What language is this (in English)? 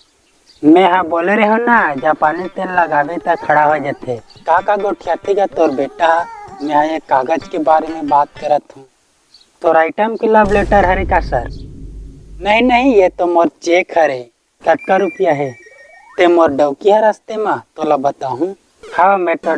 Chhattisgarhi